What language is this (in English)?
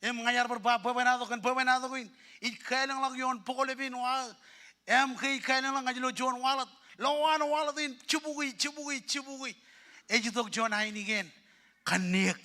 Marshallese